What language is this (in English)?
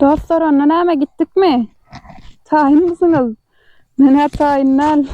Turkmen